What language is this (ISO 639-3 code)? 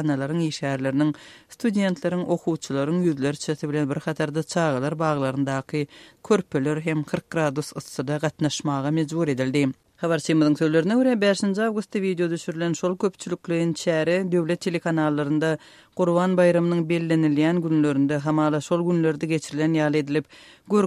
tuk